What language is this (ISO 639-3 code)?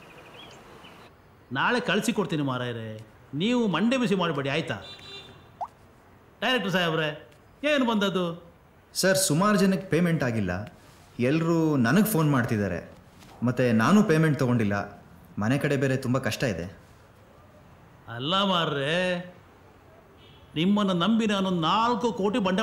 kan